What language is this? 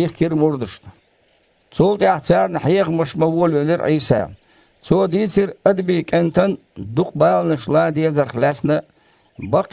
Turkish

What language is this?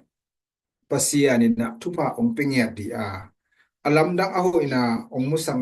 Tedim Chin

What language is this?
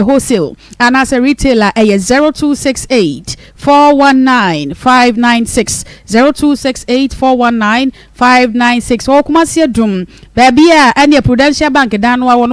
Akan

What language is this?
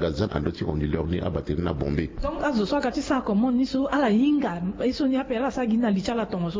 Sango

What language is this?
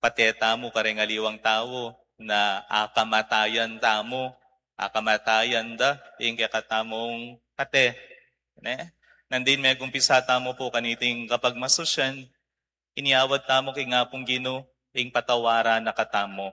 Pampanga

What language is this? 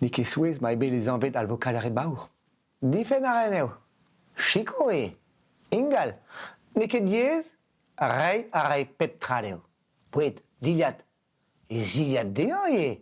Breton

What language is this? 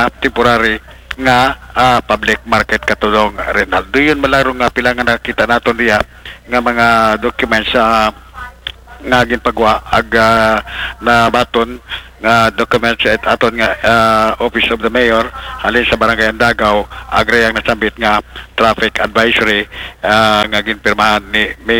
Aklanon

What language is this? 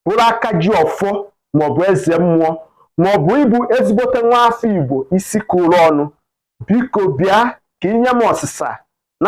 Igbo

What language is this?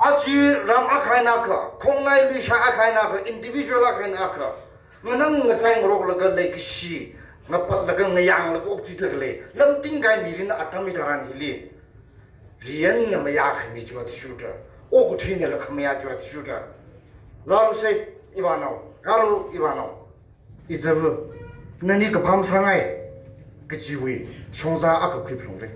Tangkhul Naga (India)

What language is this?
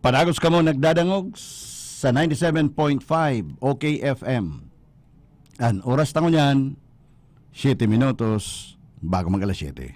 Bikol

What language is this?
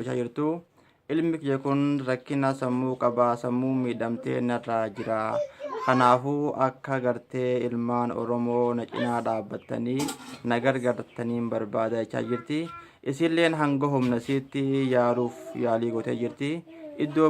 Oromo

